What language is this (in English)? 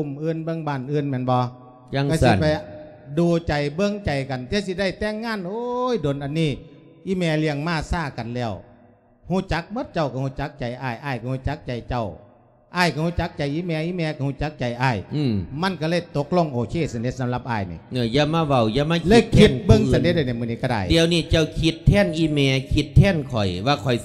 Lao